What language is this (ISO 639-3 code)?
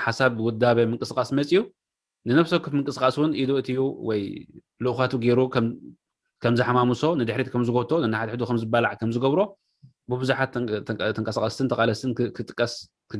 tir